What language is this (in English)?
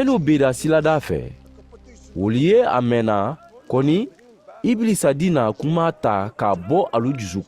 Mandingo